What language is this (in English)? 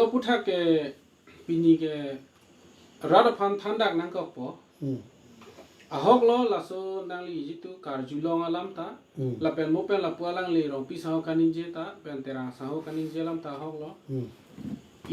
Karbi